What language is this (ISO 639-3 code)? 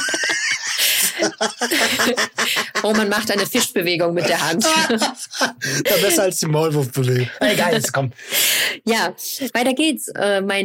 deu